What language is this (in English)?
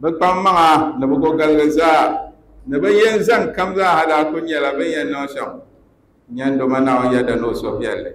Dagbani